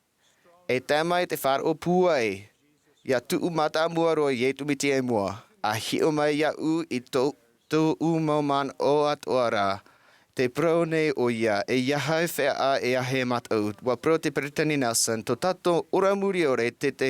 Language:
Tahitian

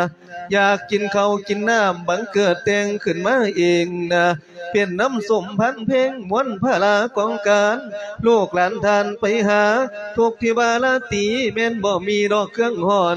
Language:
Lao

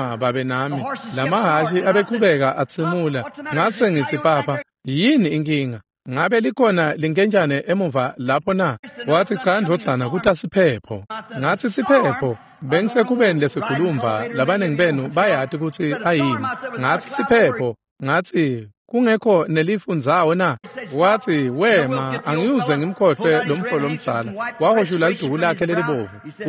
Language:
Swati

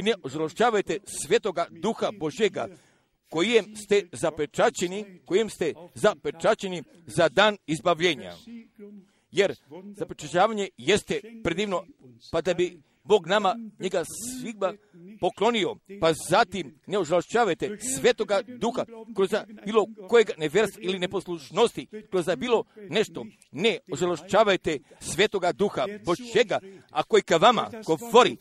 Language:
Croatian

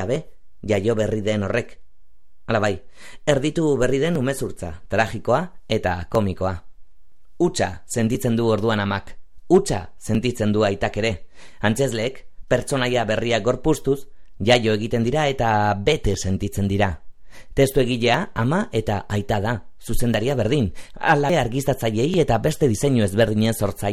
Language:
Basque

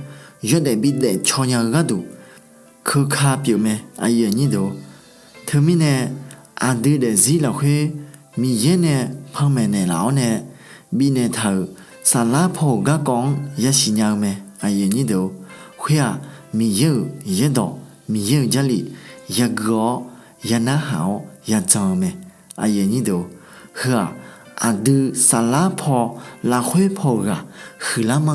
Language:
Akha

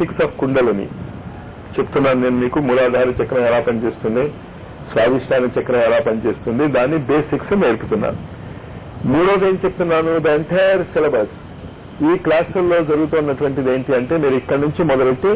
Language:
Telugu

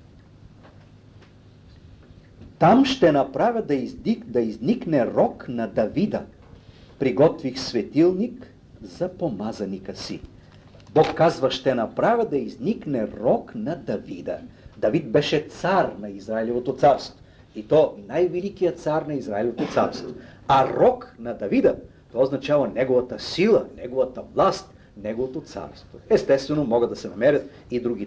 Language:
Bulgarian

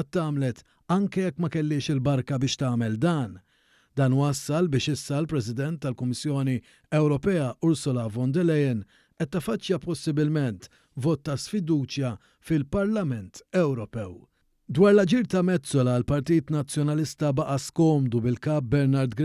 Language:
Maltese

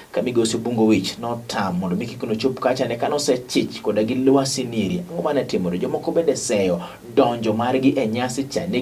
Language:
Luo (Kenya and Tanzania)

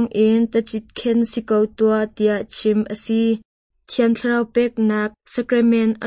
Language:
Hakha Chin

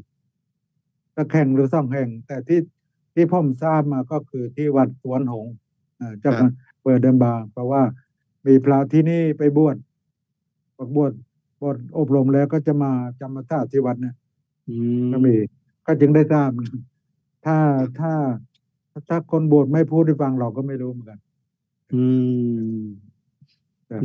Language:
Thai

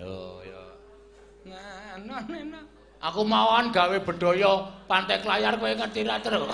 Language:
Javanese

